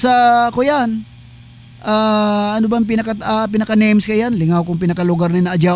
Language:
Bikol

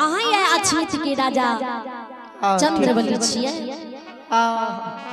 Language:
Maithili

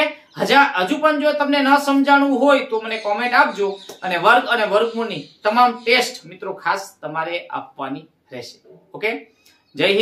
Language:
Gujarati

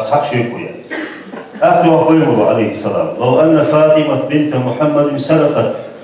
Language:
Ingush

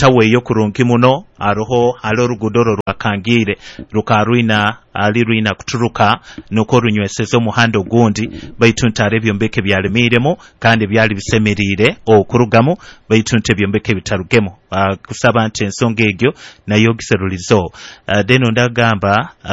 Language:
Nyoro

